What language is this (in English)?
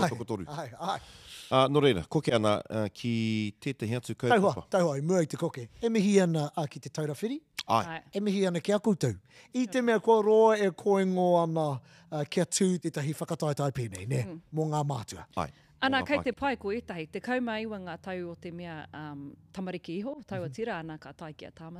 Māori